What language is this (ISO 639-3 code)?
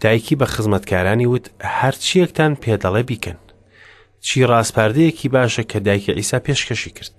ckb